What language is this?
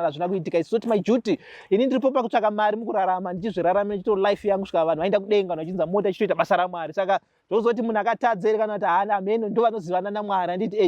Shona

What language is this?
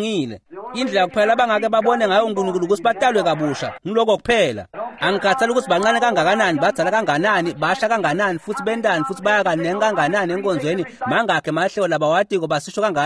Swati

